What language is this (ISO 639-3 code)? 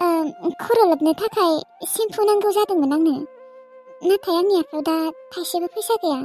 brx